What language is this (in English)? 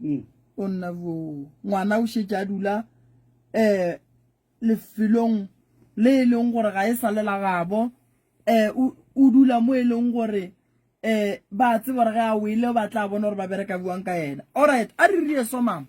Northern Sotho